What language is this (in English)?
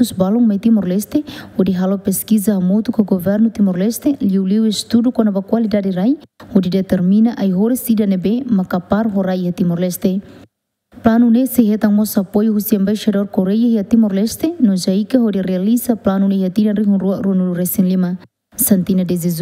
Tetum